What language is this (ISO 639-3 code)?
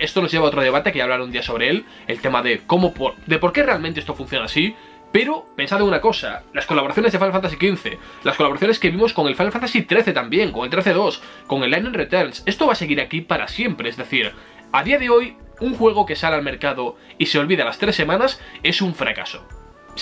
spa